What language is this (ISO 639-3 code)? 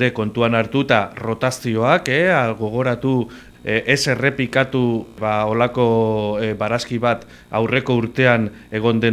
eus